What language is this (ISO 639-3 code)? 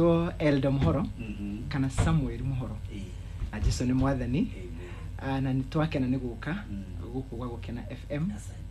kik